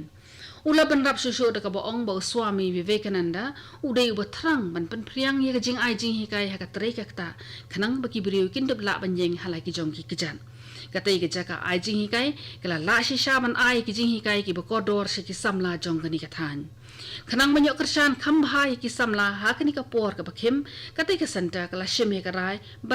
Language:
Khasi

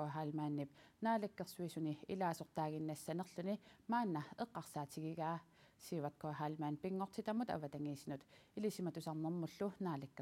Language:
Kalaallisut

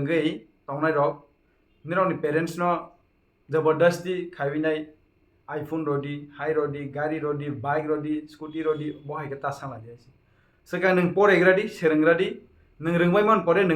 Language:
Kok Borok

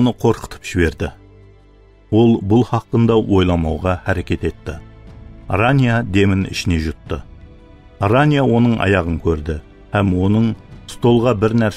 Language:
Kara-Kalpak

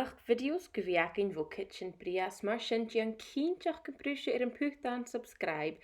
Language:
Scottish Gaelic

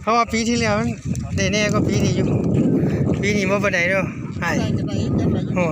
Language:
Northeastern Thai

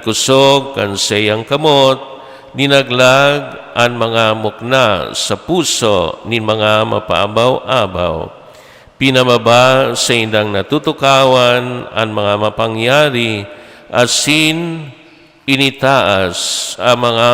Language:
Bikol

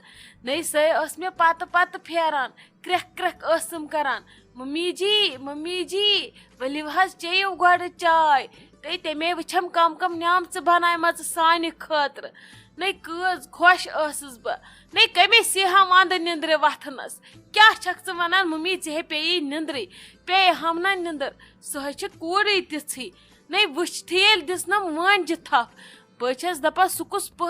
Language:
Kashmiri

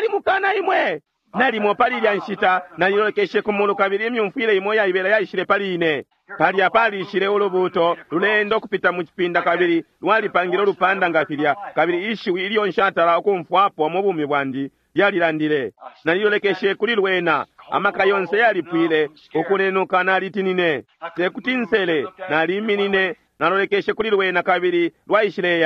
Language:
Bemba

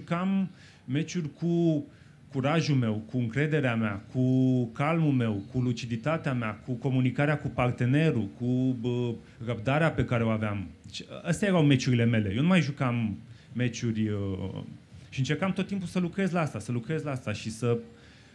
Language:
Romanian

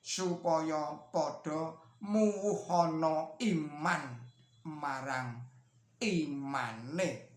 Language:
Javanese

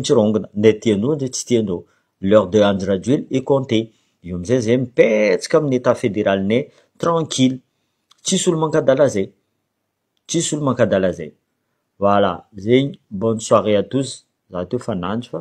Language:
Malagasy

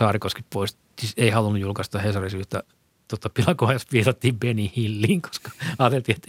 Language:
Finnish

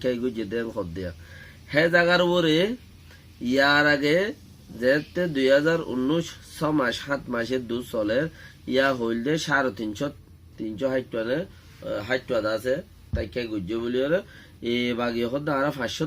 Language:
Rohingya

